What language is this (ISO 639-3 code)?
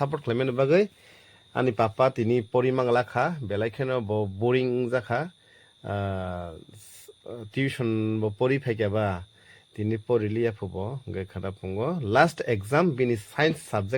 trp